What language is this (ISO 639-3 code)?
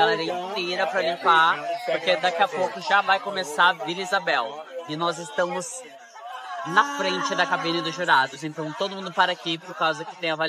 por